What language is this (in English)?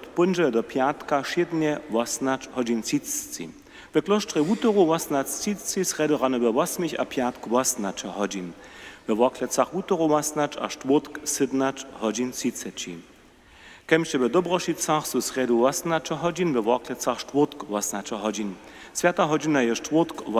Upper Sorbian